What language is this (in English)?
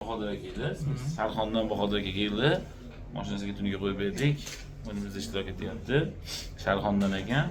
Uzbek